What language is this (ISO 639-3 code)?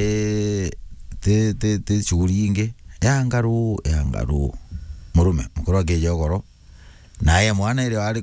mer